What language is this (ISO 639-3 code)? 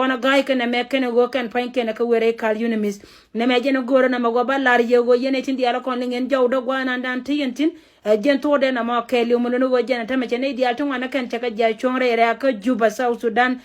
nus